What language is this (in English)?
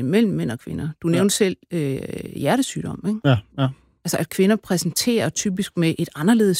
Danish